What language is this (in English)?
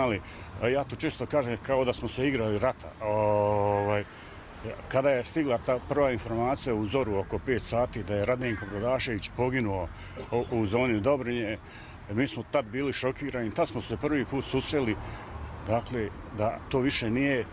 Bosnian